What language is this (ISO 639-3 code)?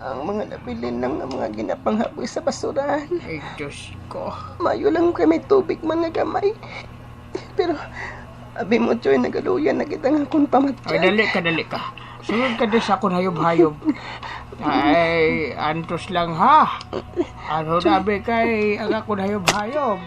hil